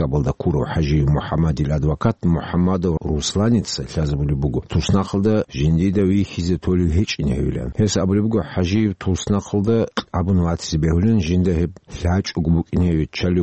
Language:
Avaric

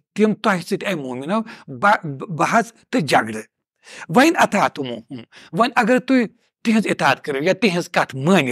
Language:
Kashmiri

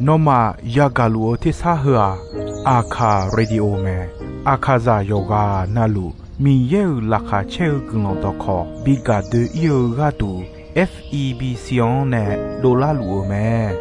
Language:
Akha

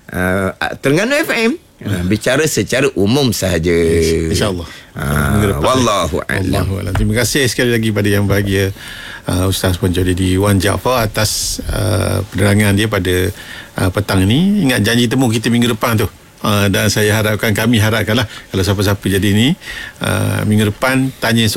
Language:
Malay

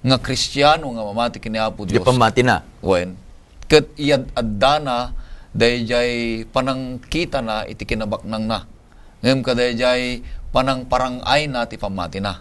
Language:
Iloko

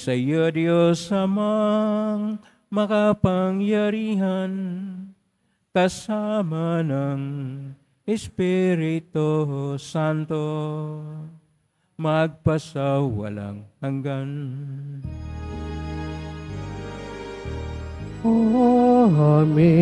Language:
Filipino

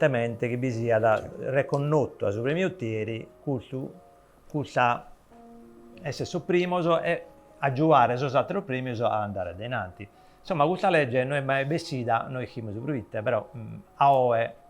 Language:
Sardinian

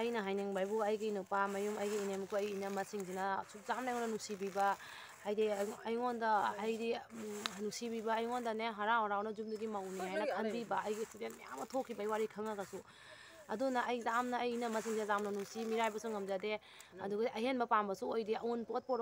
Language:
Manipuri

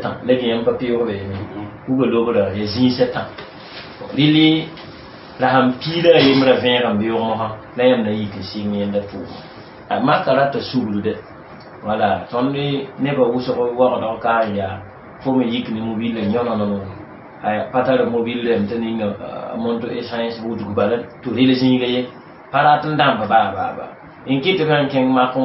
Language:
Mossi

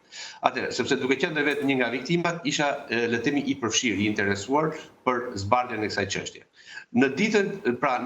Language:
Albanian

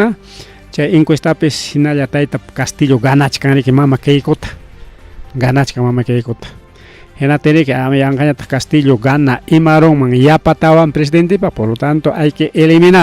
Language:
Ayacucho Quechua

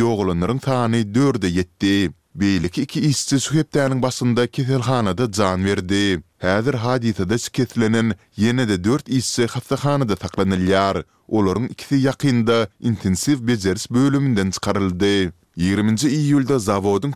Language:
Turkmen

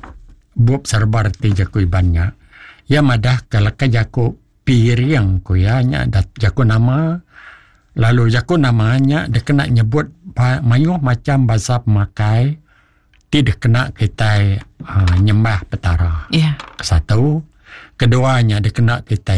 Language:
Iban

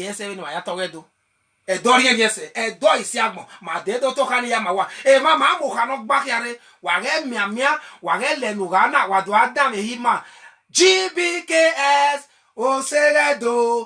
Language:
Bini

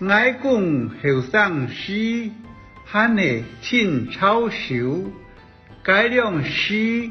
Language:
Hakka Chinese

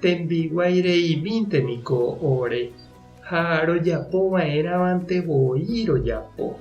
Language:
Guarani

